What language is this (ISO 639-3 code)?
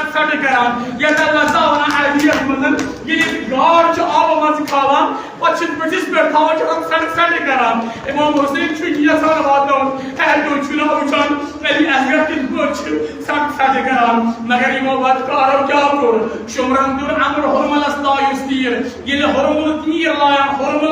kas